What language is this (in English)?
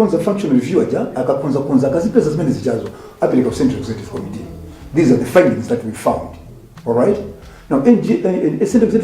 Nyanja